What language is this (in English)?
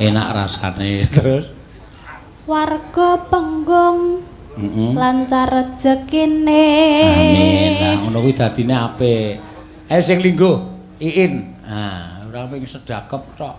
Javanese